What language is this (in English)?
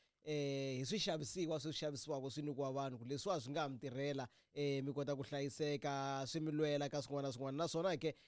Tsonga